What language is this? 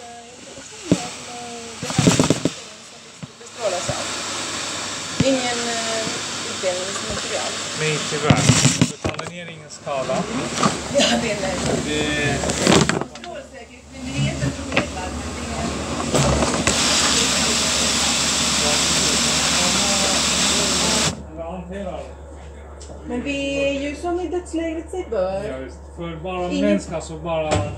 Swedish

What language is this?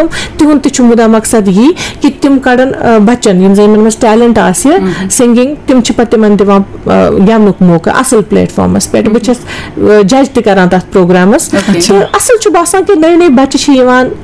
Kashmiri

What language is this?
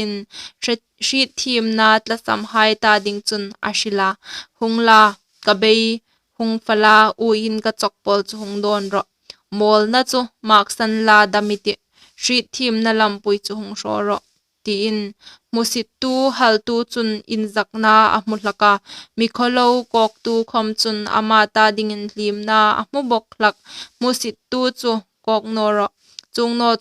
Hmar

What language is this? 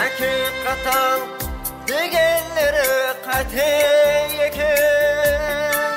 Kara-Kalpak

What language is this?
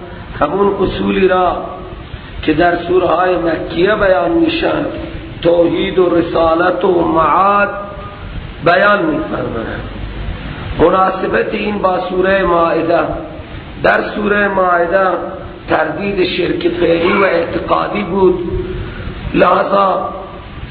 Persian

